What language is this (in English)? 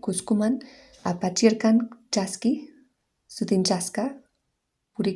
Quechua